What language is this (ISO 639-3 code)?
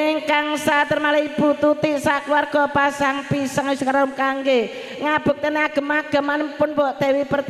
jav